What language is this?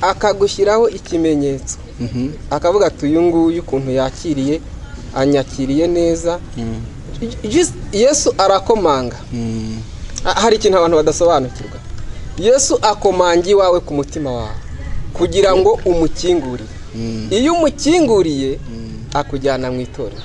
Kinyarwanda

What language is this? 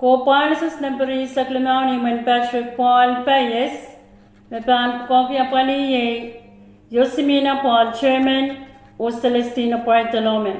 Pohnpeian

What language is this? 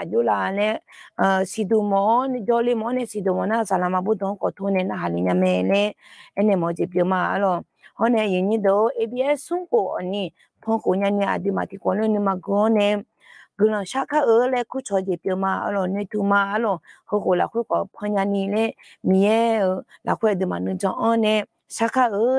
Akha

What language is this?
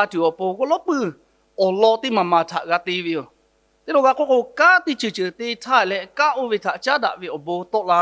Lahu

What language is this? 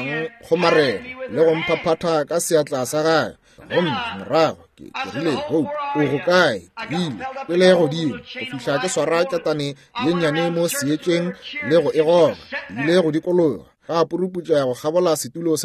Northern Sotho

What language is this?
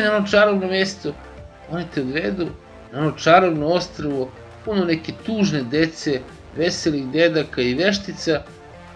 Serbian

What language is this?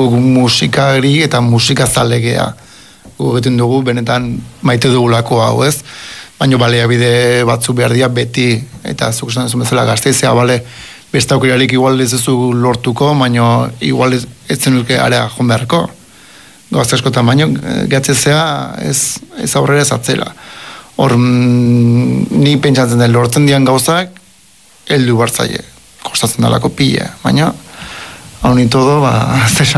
Basque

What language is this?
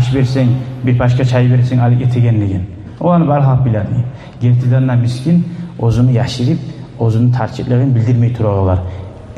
Kumyk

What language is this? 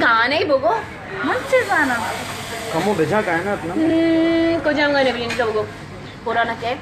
Baluchi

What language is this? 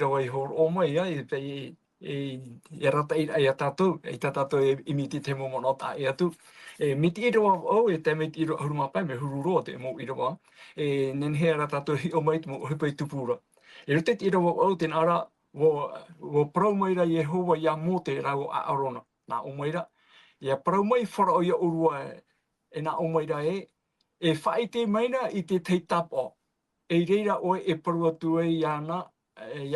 Tahitian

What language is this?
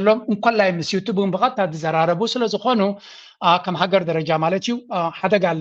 Tigrinya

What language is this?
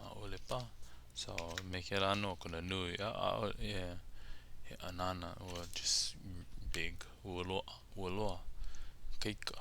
Hawaiian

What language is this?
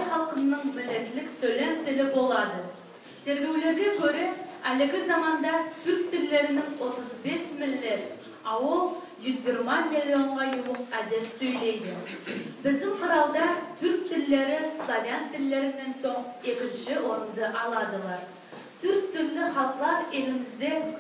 Nogai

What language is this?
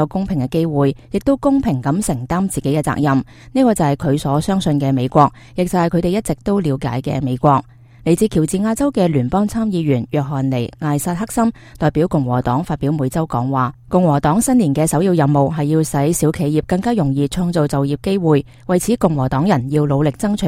Cantonese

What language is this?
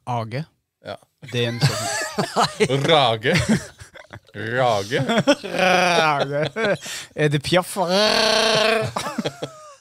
Norwegian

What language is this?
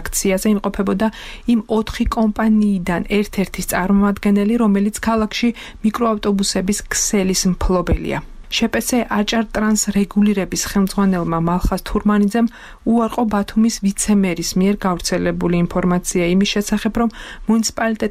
Georgian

